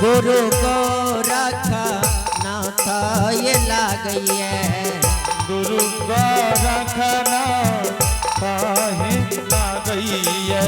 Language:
Angika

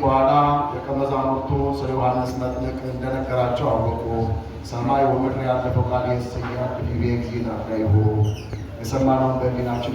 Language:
Amharic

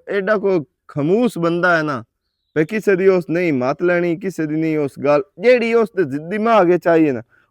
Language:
Western Panjabi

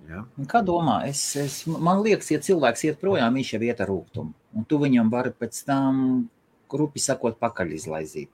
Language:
Latvian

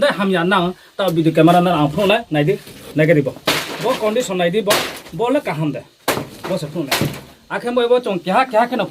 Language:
Riang (India)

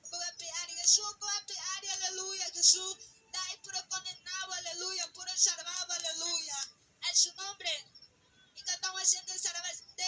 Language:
Guarani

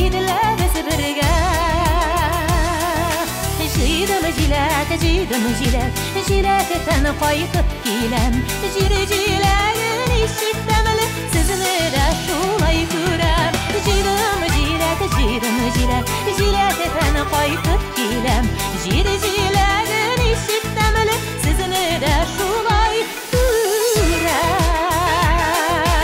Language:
Tatar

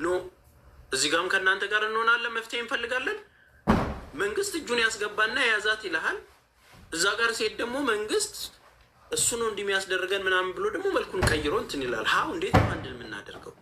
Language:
Amharic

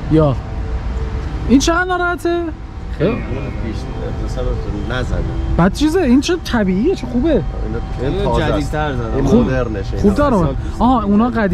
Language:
Persian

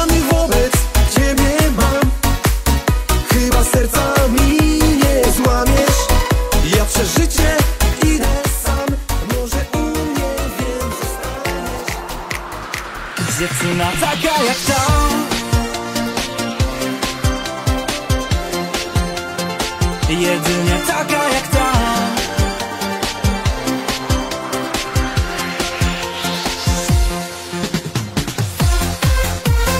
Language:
Polish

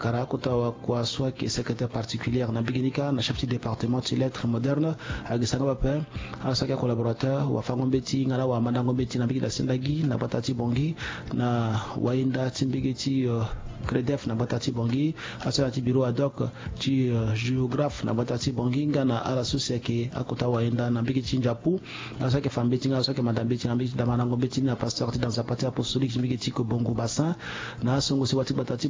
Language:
Sango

